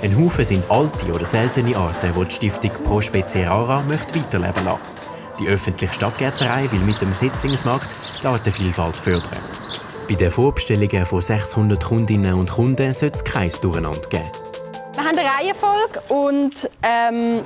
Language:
Swiss German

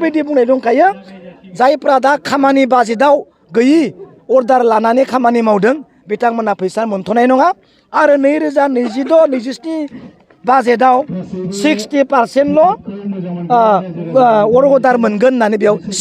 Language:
Bodo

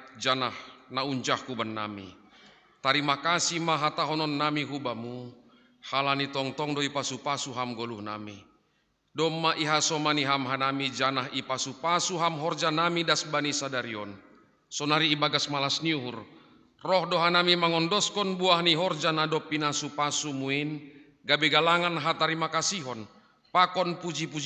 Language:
Batak Simalungun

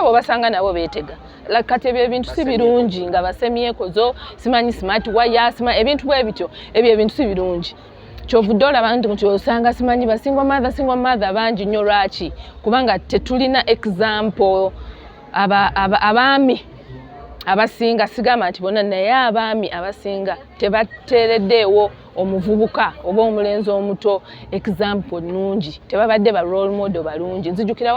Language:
Ganda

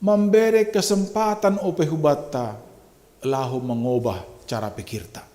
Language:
Batak Simalungun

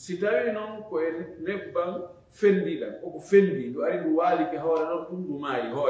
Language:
Fula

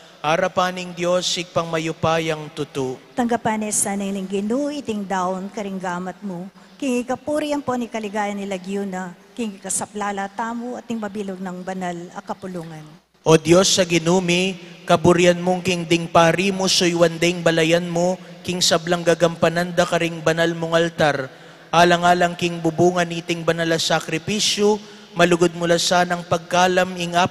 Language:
Pampanga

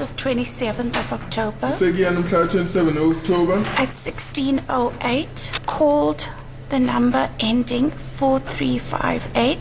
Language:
Tsonga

